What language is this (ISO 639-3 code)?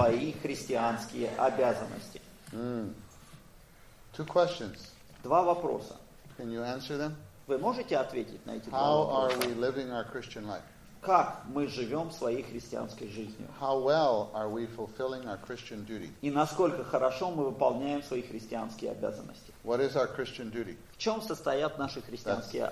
rus